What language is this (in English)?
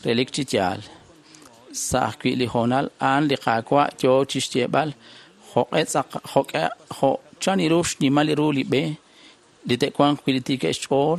Kekchí